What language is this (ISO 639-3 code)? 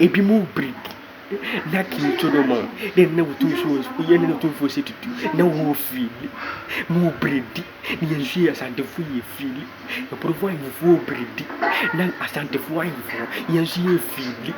aka